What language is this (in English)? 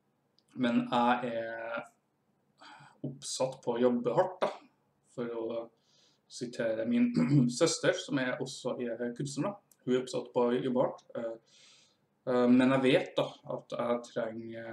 Norwegian